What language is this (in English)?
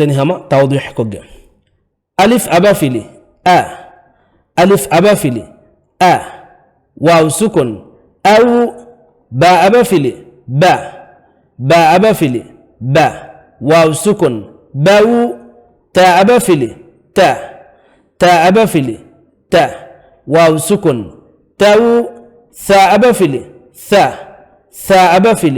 Divehi